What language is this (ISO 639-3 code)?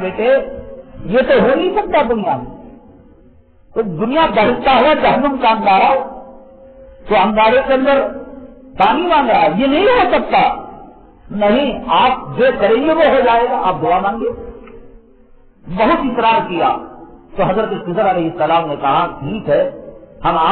urd